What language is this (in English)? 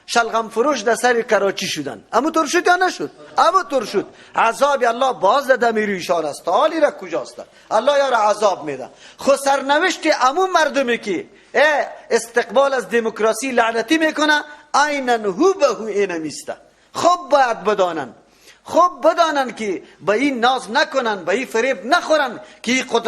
Persian